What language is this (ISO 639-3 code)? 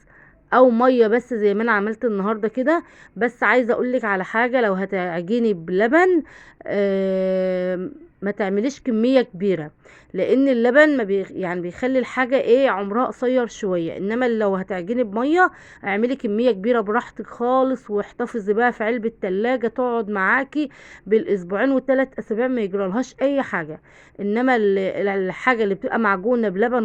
arz